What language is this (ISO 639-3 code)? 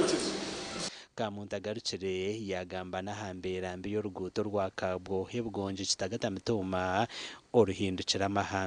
nyn